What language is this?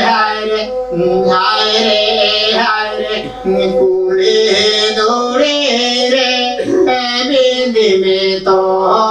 Santali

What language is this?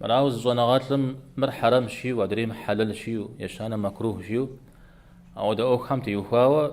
Kabardian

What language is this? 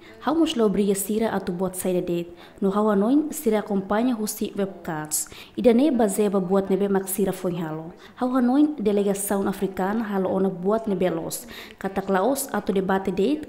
Tetum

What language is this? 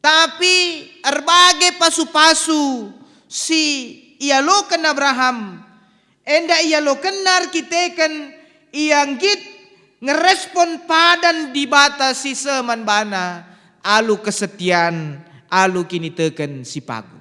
Batak Karo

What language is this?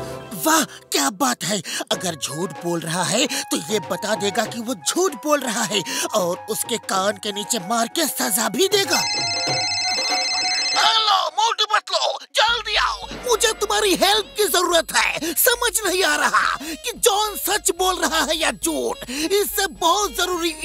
Hindi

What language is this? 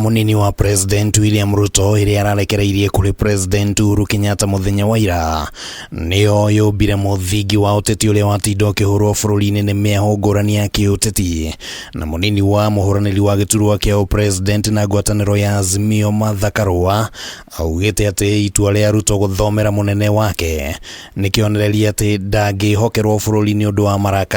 Kikuyu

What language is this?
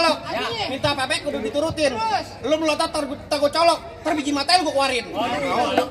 Betawi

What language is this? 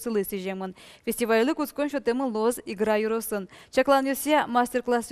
Udmurt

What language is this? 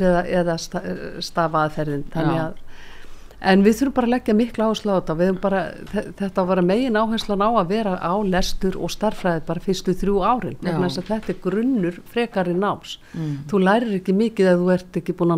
Icelandic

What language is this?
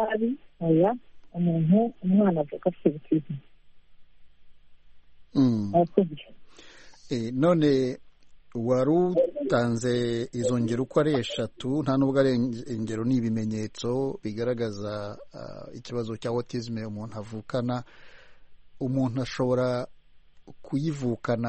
Kinyarwanda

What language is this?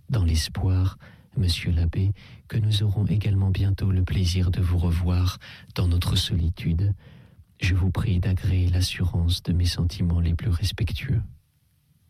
French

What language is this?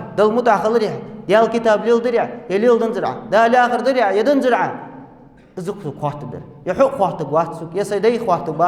Ingush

